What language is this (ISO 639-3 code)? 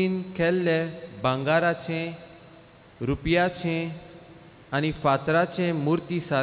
kok